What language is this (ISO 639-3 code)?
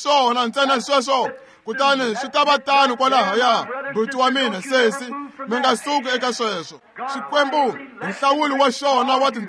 tso